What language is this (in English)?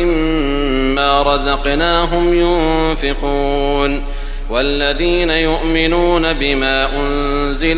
Arabic